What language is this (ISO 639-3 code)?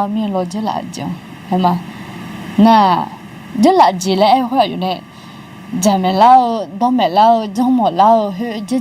ahk